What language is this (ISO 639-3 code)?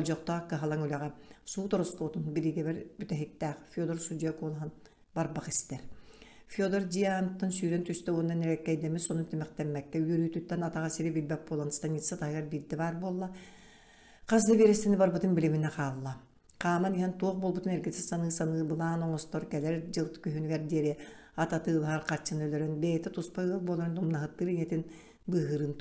sah